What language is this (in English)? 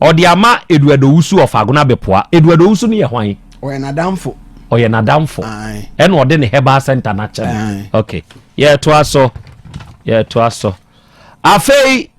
Akan